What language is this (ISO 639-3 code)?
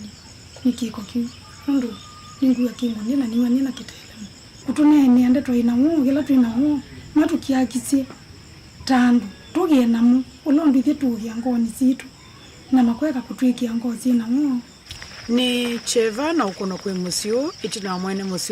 kam